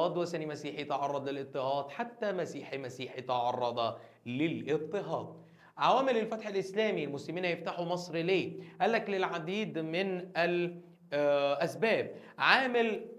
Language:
Egyptian Arabic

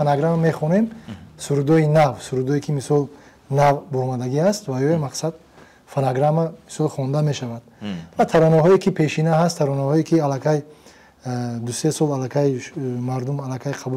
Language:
Tajik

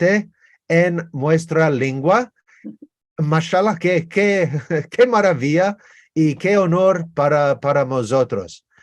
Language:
Ladino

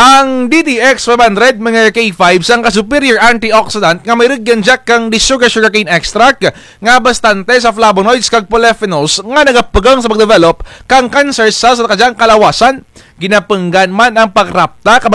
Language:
Hiligaynon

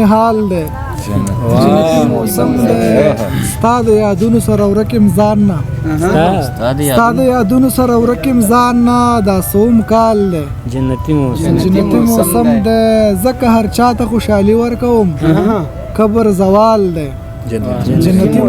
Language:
Pashto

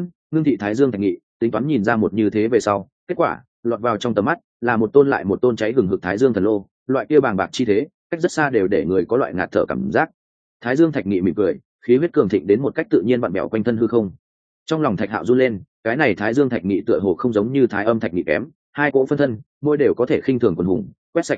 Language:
Vietnamese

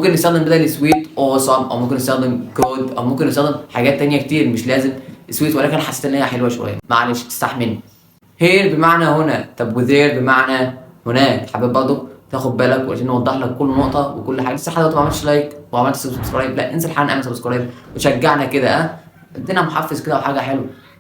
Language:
Egyptian Arabic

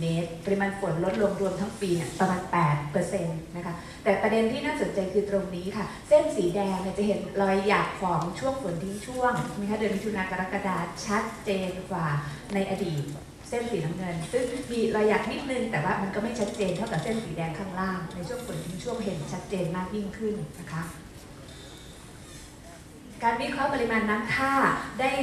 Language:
Thai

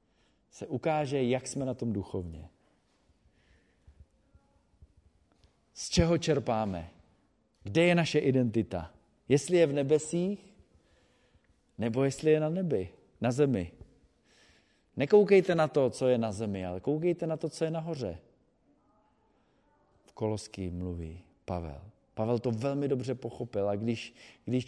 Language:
Czech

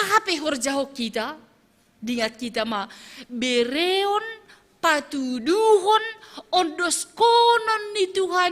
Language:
Batak Simalungun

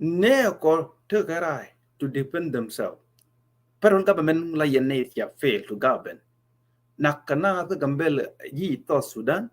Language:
Nuer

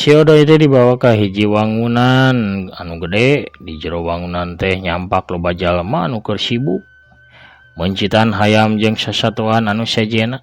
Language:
Sundanese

